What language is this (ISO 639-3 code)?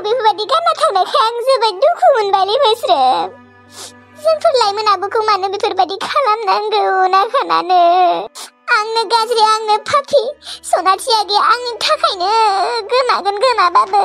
brx